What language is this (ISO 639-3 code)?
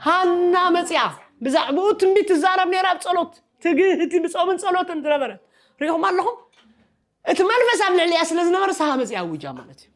tir